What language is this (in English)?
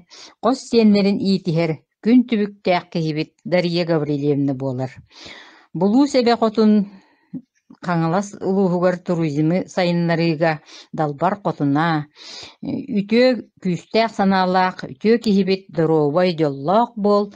Yakut